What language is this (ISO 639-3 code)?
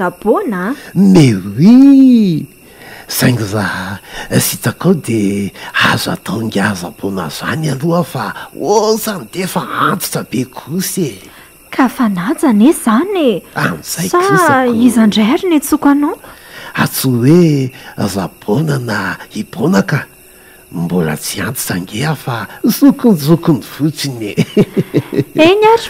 mlg